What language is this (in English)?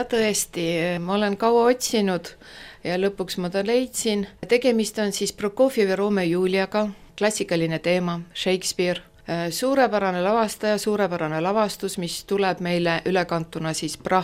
Estonian